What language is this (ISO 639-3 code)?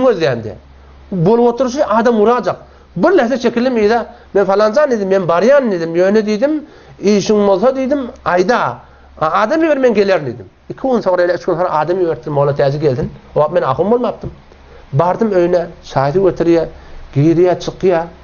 tuk